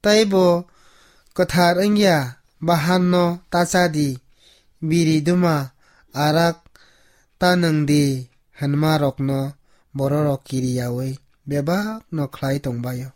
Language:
Kok Borok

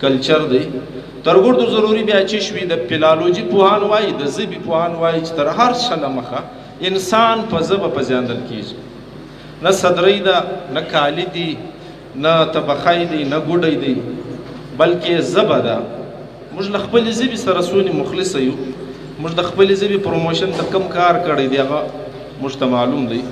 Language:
Pashto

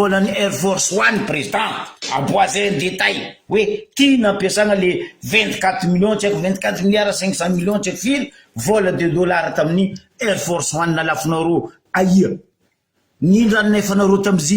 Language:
Malagasy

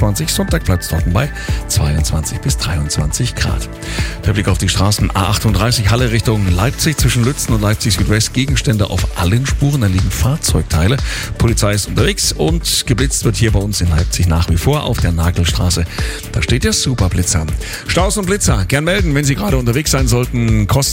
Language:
German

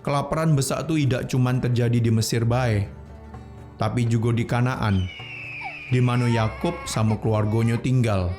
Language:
Musi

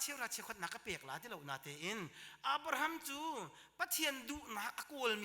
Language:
Hakha Chin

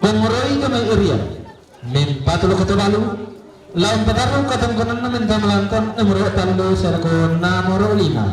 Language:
Toraja-Sa'dan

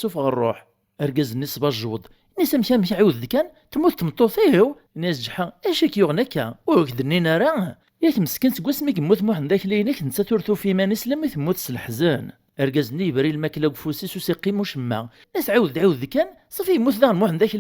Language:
Kabyle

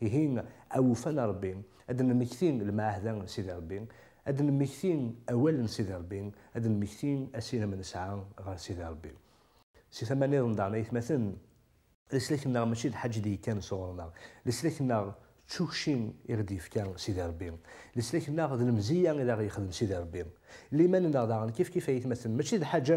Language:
Kabyle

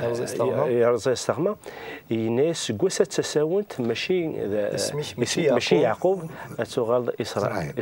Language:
Kabyle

